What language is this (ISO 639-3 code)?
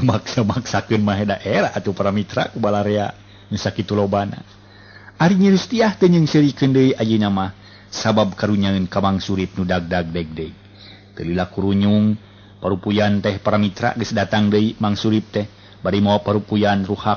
sun